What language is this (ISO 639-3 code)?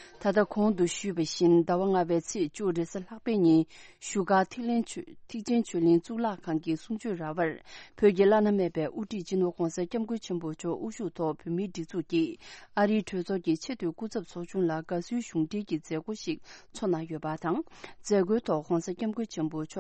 bod